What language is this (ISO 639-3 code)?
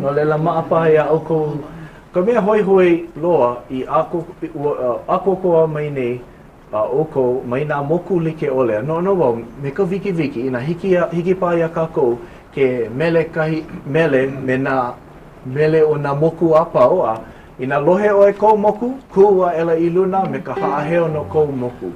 haw